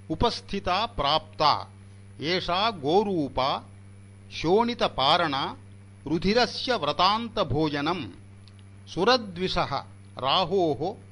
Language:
Sanskrit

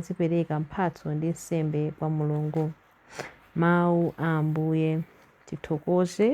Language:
Nyanja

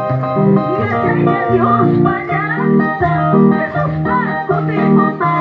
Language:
Quechua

